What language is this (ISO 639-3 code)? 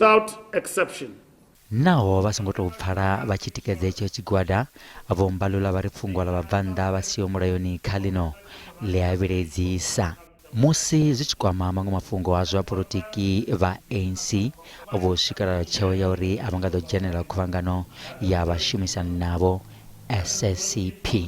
ven